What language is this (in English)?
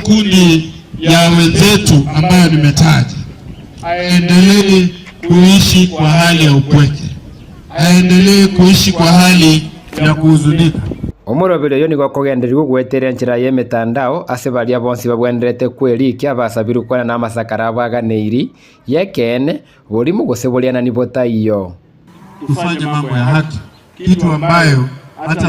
Gusii